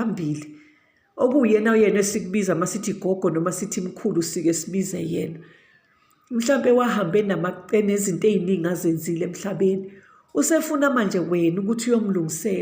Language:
Zulu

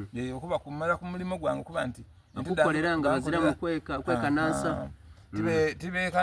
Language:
Soga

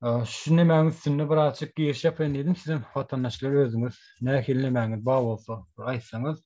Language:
Turkmen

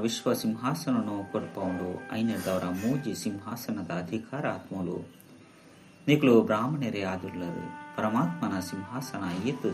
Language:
Tulu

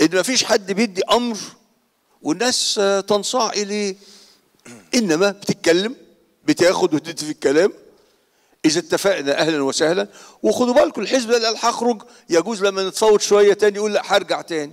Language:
Egyptian Arabic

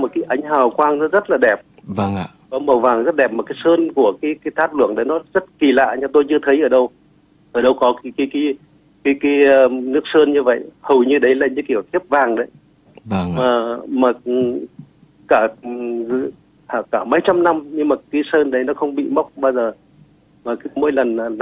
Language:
Vietnamese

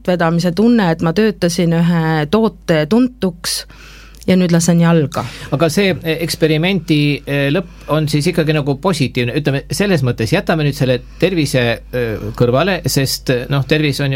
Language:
Estonian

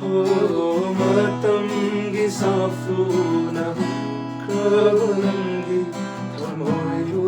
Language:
Manipuri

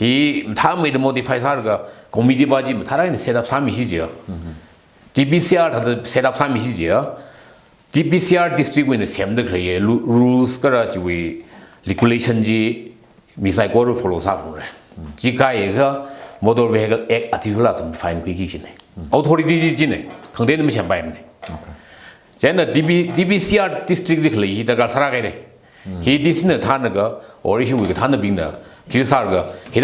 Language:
Tangkhul Naga (India)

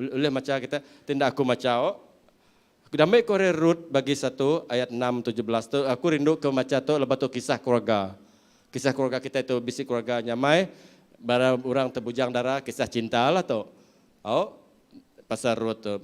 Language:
Iban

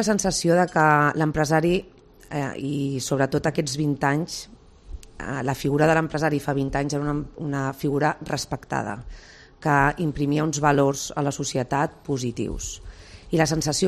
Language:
Catalan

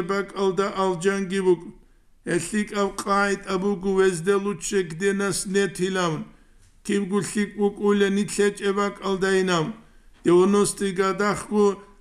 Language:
Avaric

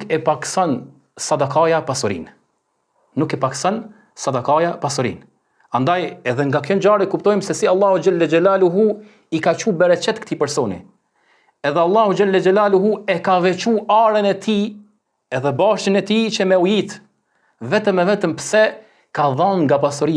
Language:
Albanian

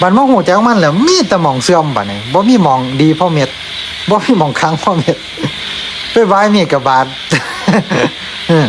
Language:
Lao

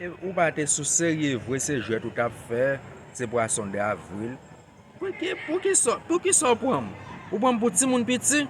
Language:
Haitian Creole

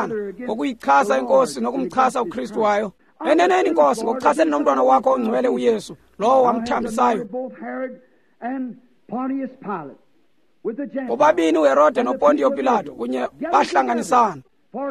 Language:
Xhosa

